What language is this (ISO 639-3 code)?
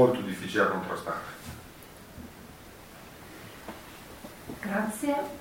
ita